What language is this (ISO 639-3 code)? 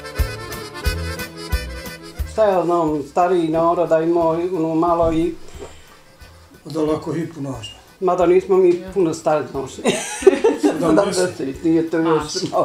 bos